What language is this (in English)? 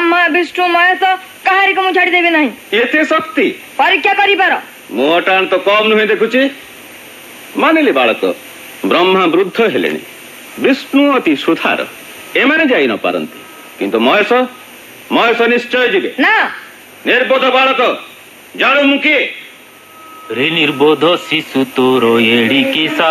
Odia